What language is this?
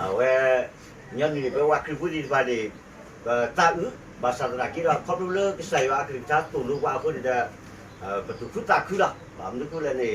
S'gaw Karen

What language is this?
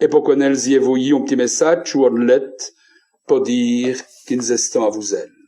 Walloon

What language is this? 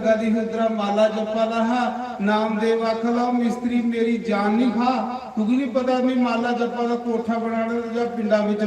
Dogri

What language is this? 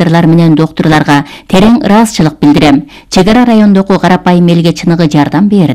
Kyrgyz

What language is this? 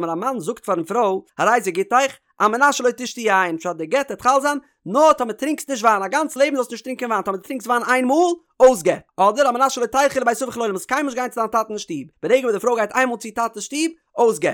Yiddish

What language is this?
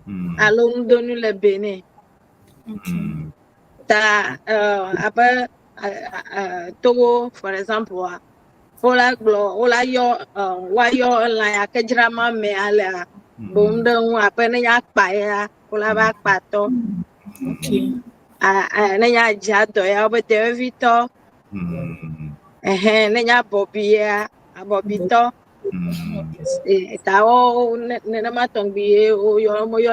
Ewe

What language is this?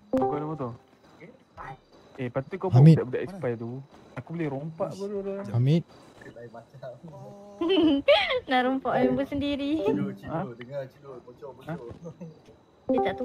Malay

